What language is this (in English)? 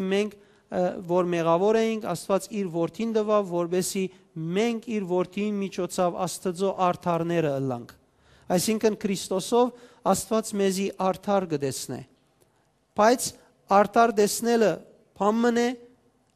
Western Armenian